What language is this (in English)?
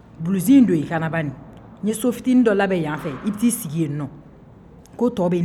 Bambara